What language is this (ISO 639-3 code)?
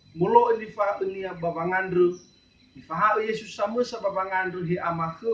nia